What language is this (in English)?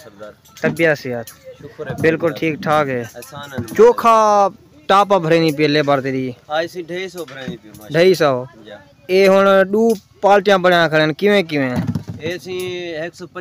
Saraiki